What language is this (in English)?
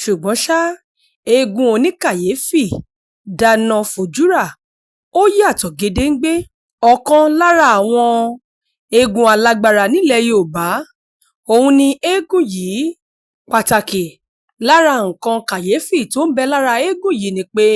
Yoruba